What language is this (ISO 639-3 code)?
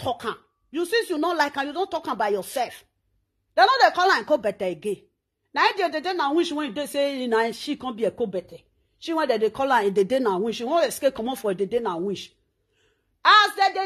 pcm